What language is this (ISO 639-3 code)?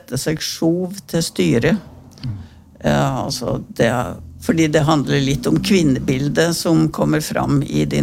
nor